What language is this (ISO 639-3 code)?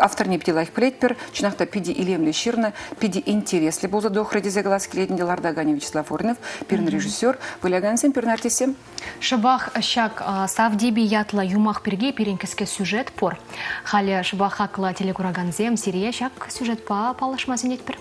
chv